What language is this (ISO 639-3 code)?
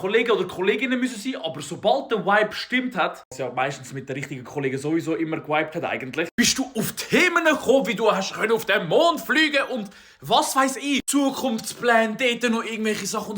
gsw